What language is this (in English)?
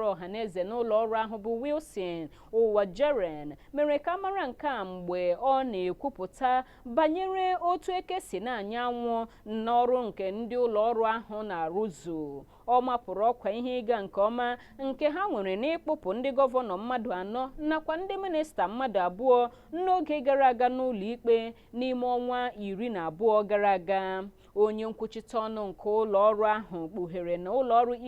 Igbo